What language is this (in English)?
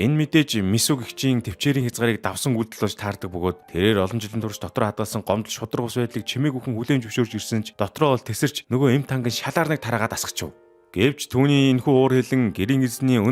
Mongolian